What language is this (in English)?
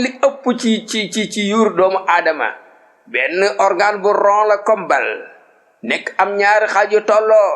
Wolof